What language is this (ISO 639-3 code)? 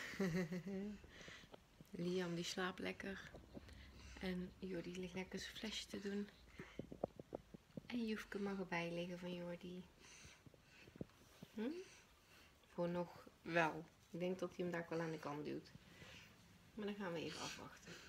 nld